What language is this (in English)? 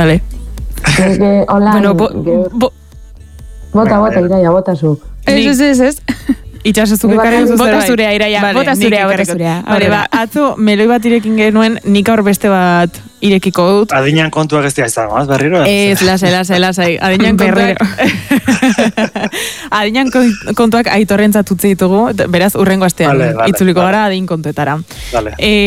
Basque